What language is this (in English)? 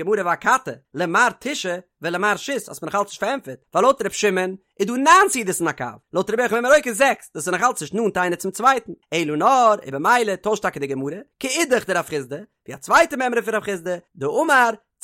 Yiddish